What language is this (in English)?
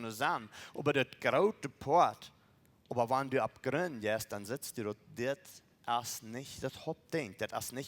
Plautdietsch